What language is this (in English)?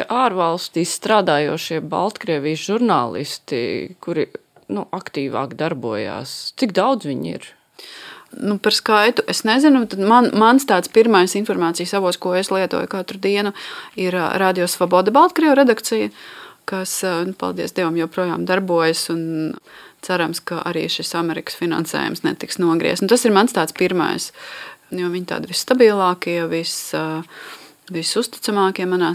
Latvian